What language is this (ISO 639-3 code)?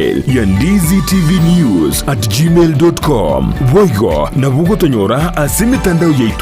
guz